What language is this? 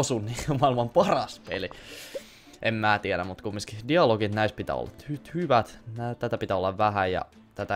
Finnish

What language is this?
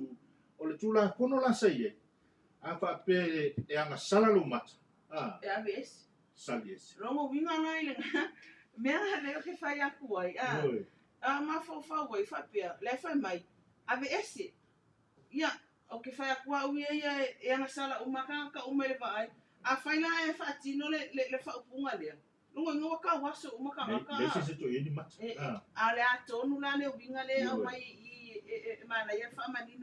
Samoan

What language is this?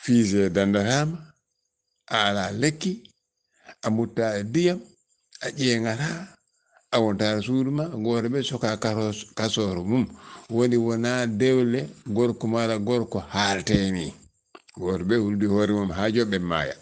Fula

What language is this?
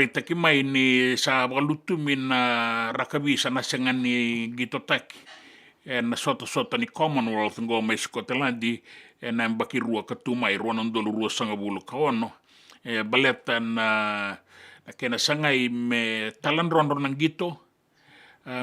Fijian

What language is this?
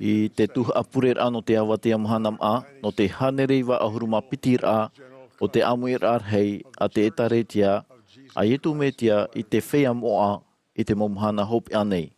Tahitian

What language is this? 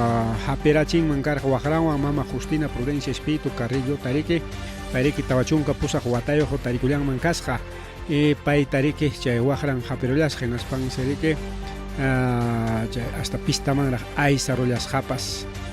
Ayacucho Quechua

